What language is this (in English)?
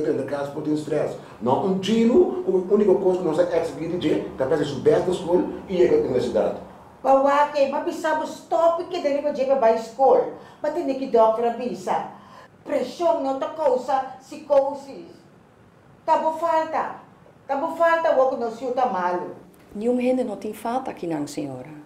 Papiamento